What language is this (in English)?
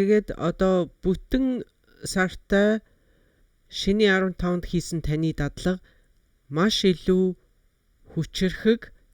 Mongolian